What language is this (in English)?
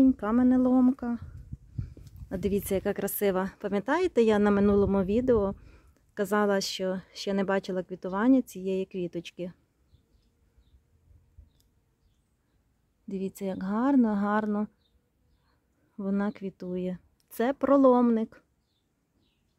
Ukrainian